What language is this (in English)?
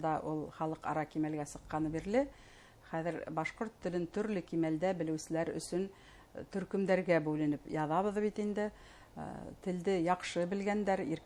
Bashkir